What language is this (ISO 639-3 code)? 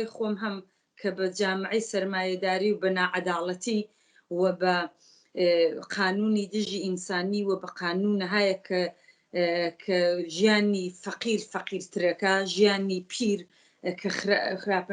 ckb